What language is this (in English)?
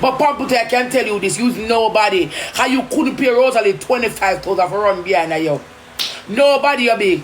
Jamaican Creole English